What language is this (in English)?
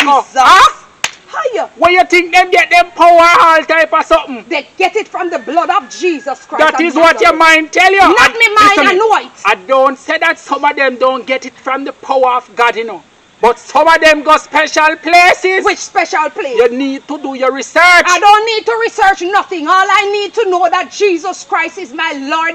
Jamaican Creole English